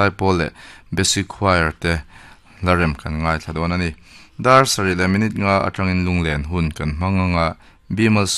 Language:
Mizo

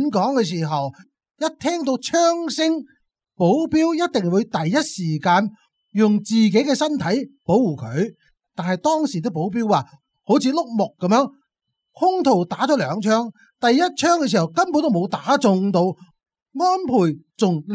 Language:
Cantonese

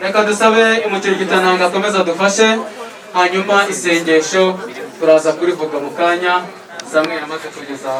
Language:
Kinyarwanda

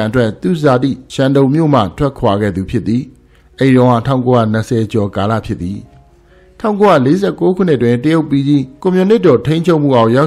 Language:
Burmese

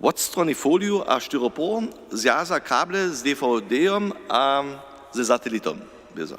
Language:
Upper Sorbian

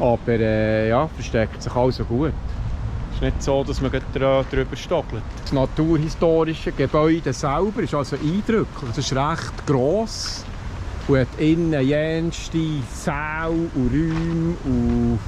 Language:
Swiss German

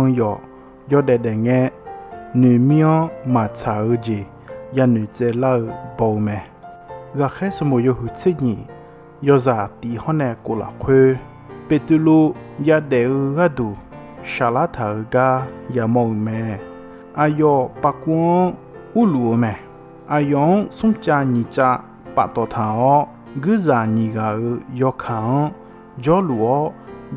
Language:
Akha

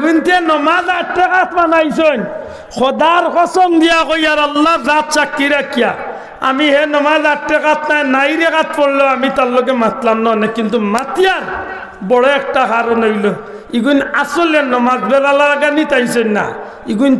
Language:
Sylheti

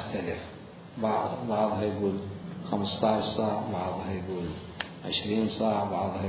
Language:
Mesopotamian Arabic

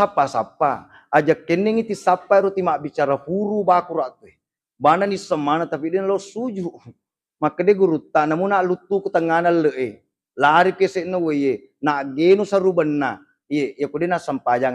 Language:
Buginese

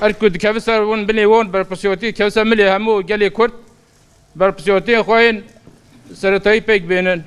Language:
Kurdish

